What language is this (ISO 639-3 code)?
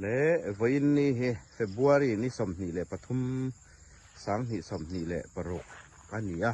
hmr